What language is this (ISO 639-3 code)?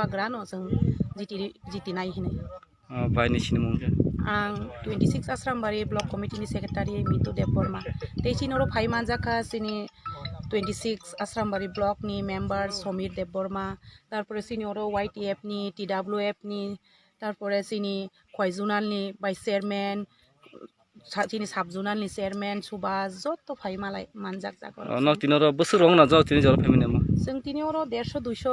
trp